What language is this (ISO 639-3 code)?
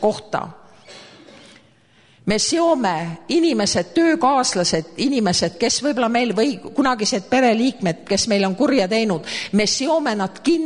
est